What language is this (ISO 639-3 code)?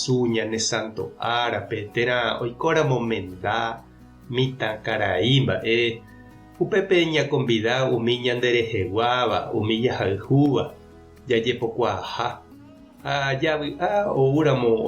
grn